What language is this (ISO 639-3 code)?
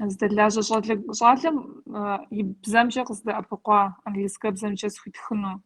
kbd